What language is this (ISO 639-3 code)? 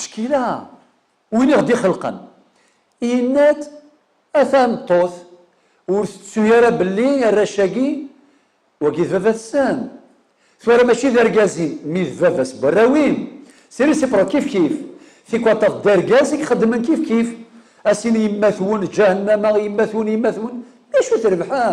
kab